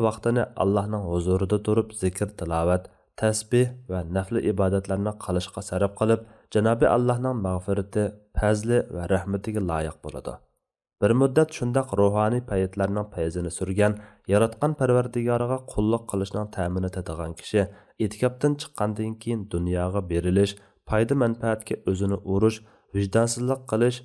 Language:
Uyghur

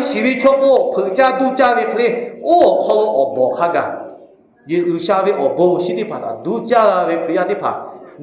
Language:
Lahu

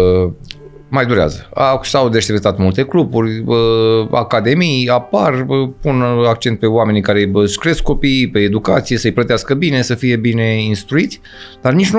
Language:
Romanian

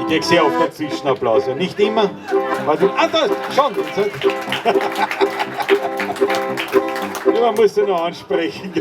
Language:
Bavarian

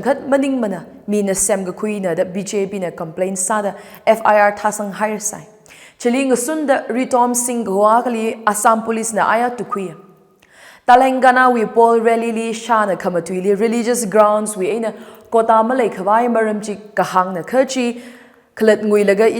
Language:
Tangkhul Naga (India)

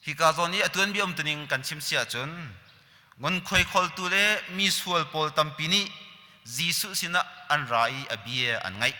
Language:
Hakha Chin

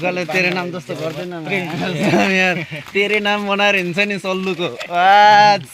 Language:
Nepali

